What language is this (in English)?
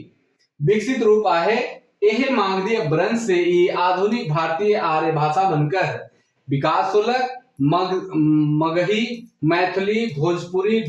Sadri